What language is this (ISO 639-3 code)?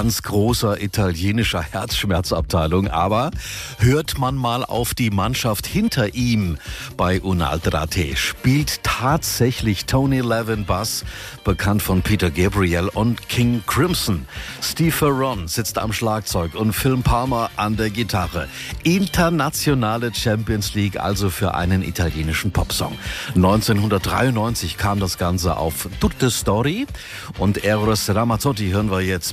deu